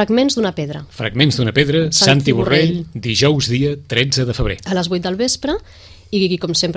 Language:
Catalan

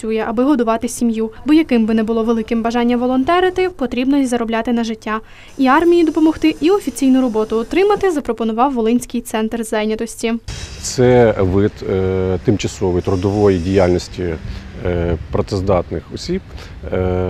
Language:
Ukrainian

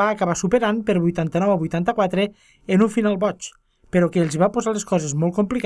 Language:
Catalan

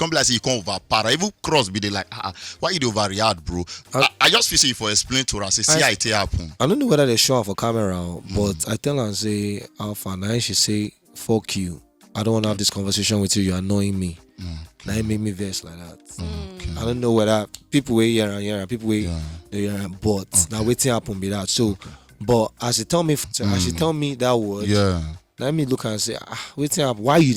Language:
Nigerian Pidgin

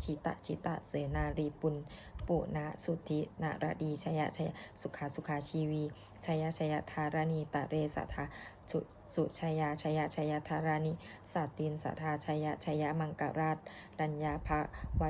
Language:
Pali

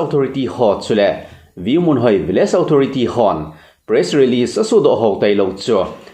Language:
Thado Chin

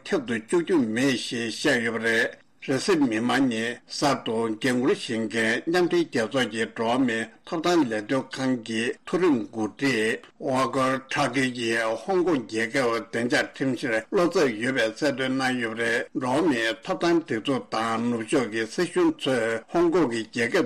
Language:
Tibetan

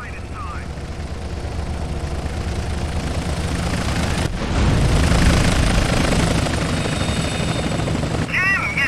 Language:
English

